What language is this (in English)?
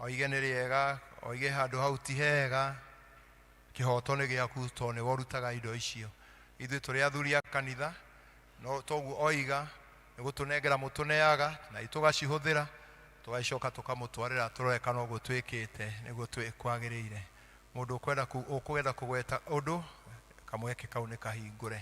Kikuyu